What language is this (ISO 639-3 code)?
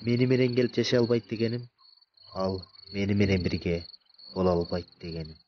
kir